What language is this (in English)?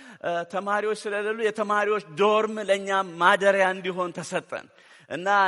Amharic